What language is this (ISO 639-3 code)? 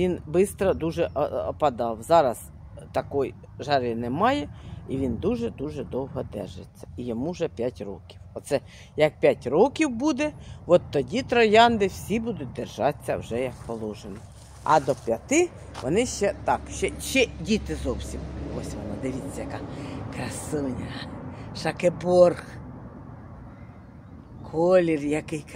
ukr